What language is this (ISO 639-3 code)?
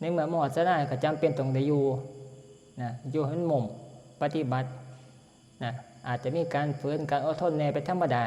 tts